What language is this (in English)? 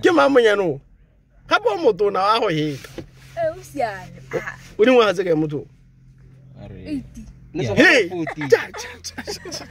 Tswana